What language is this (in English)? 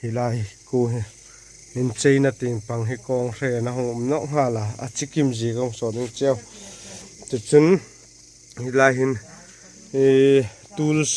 Hmar